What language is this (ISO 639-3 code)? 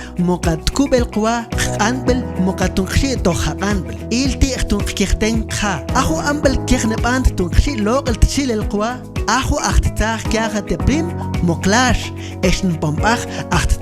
mam